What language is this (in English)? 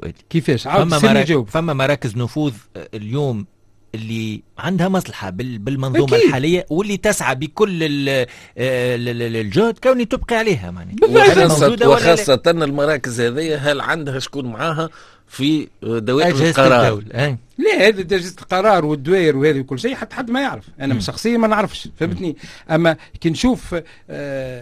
Tunisian Arabic